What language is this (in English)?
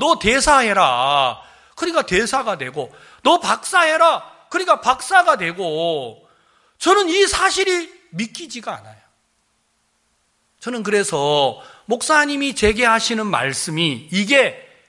Korean